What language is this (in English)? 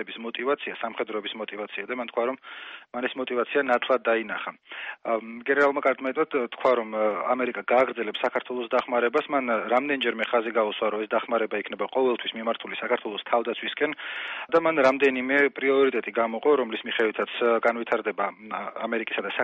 Georgian